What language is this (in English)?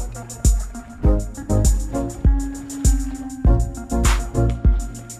French